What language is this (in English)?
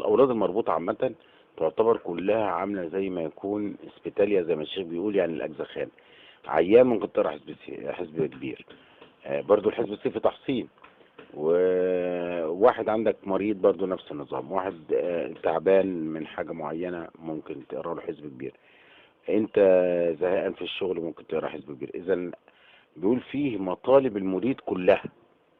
Egyptian Arabic